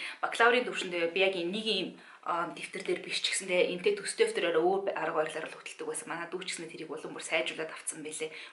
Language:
Mongolian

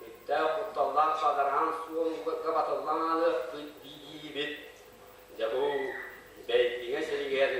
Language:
Yakut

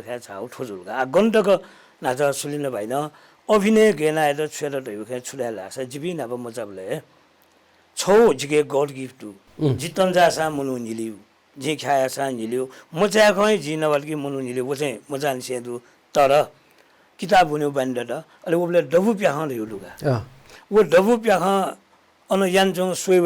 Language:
Newari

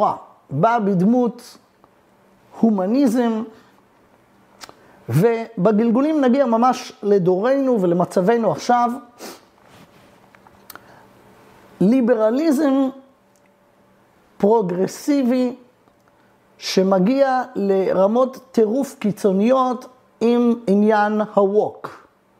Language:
Hebrew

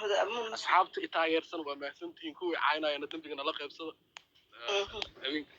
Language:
Somali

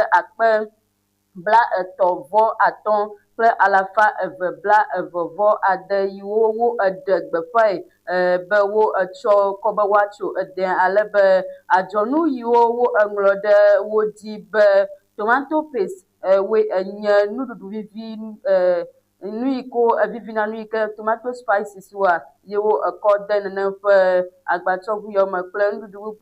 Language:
Ewe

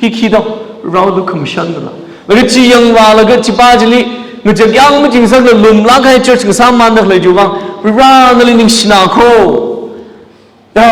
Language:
Tangkhul Naga (India)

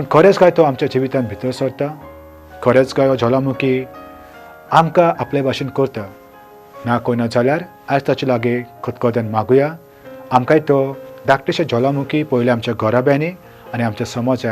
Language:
Konkani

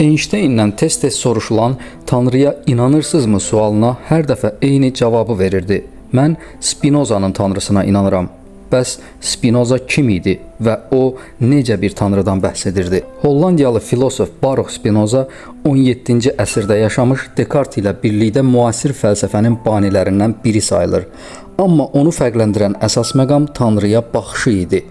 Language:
Azerbaijani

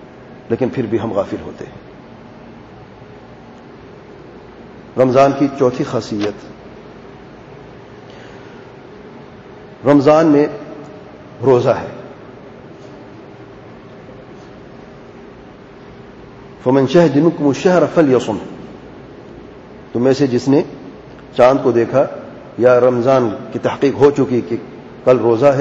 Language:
Urdu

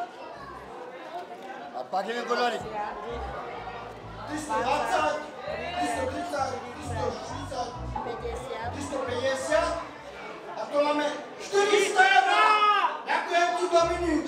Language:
Slovak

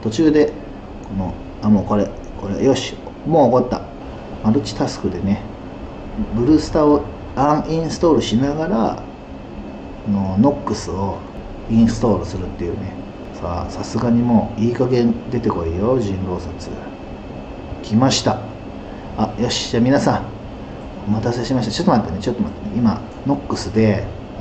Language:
Japanese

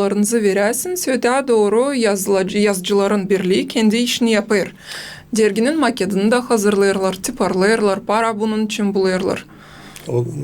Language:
Gagauz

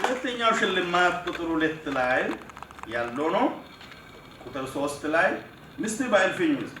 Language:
Amharic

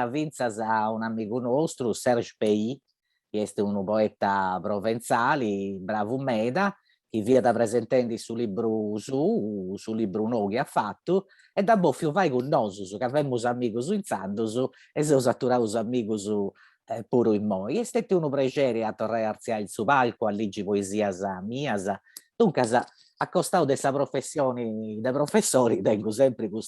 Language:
Sardinian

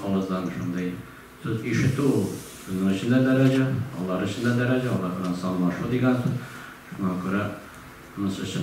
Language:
Tatar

